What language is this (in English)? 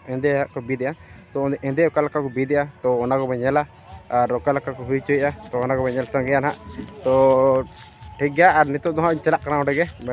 Santali